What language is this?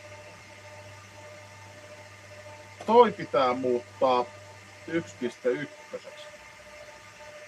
Finnish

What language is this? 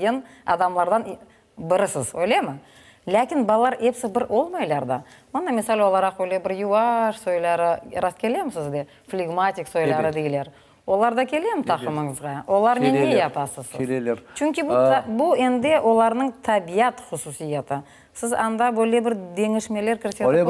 Crimean Tatar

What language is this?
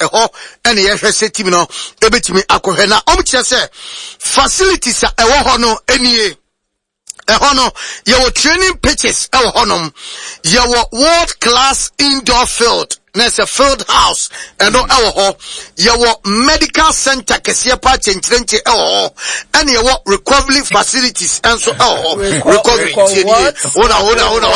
Akan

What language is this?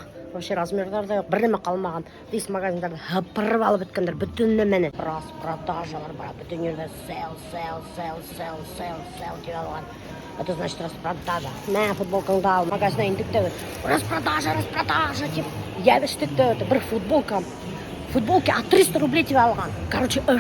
Bashkir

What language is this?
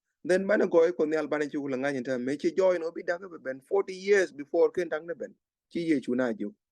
Nuer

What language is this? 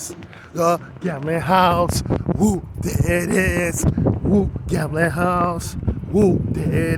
Jamaican Creole English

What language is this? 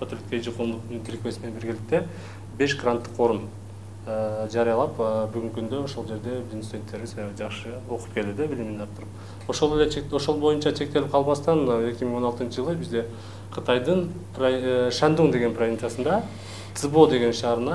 Kyrgyz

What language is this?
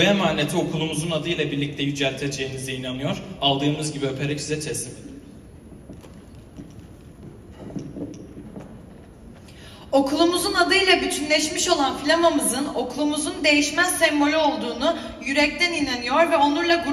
Turkish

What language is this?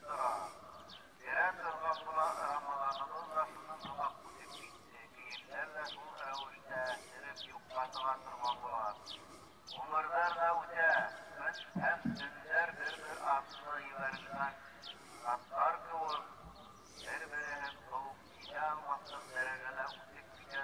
Bashkir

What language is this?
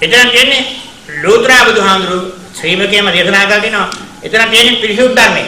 Sinhala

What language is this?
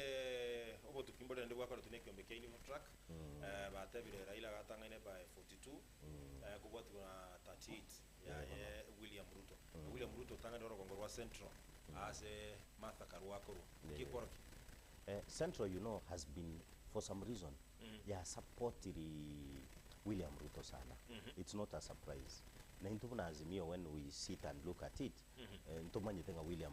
Gusii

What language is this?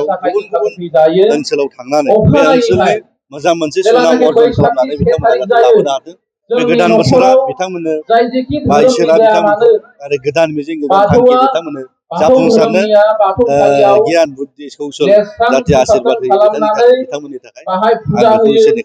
Bodo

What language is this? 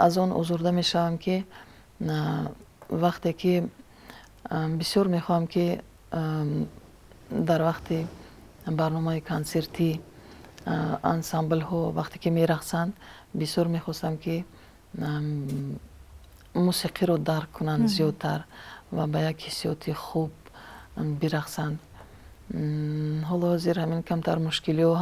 Tajik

